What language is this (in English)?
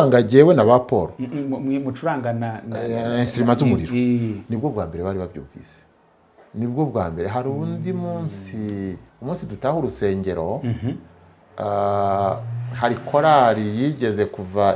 Kinyarwanda